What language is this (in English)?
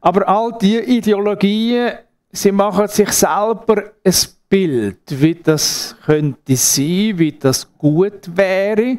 Swiss German